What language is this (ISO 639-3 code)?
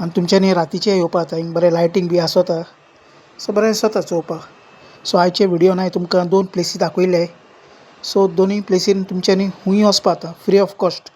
kok